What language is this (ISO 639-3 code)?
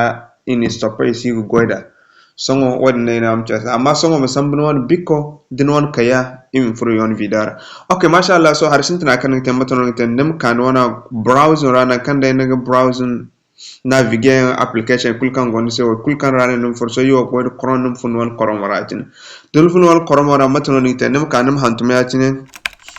dje